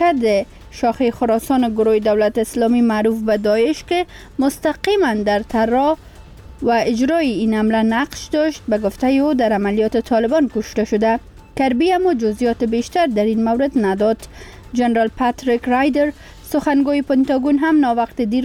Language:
Persian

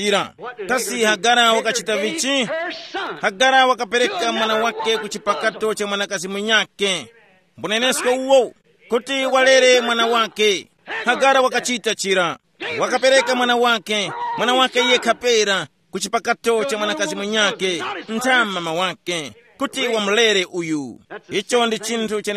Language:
Tumbuka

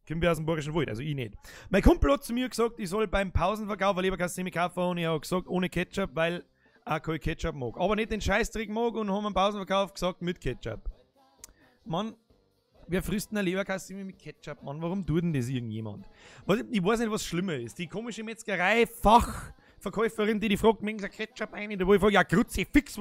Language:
Bavarian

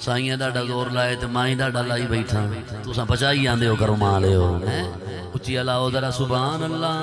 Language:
Saraiki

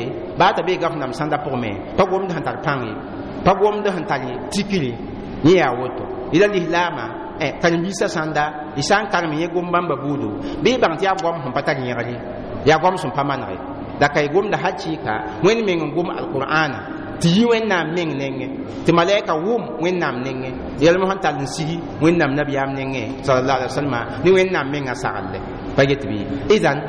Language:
Mossi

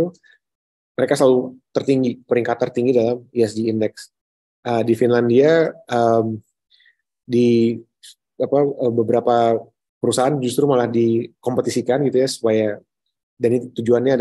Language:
Indonesian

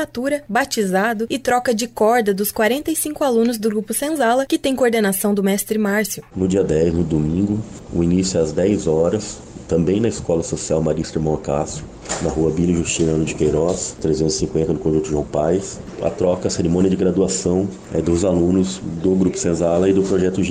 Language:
Portuguese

